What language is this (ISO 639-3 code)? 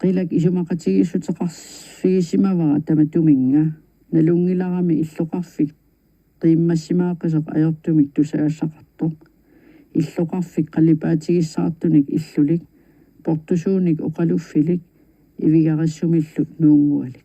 kal